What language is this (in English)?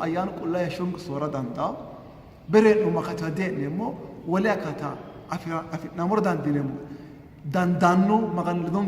Sidamo